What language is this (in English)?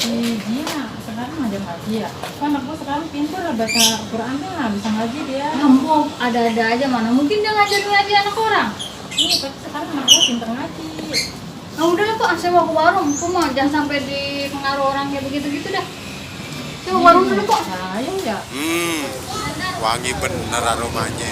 Betawi